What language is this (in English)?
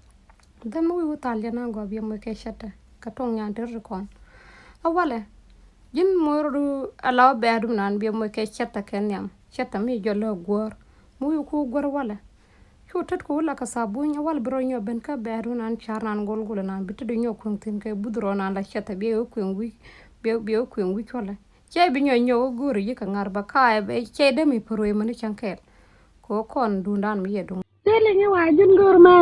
Nuer